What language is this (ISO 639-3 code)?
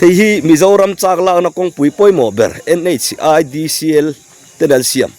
lus